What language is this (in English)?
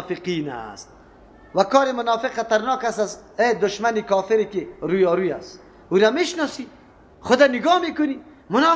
Persian